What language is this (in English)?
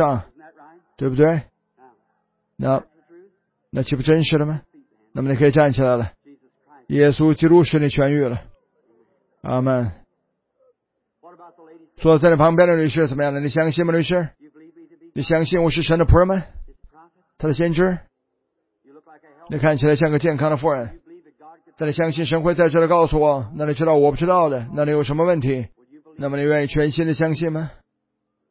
Chinese